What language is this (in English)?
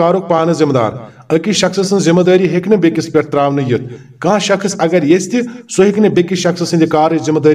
Kashmiri